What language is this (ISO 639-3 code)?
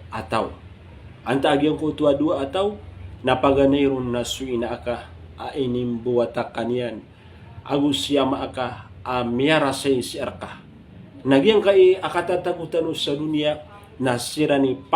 mrw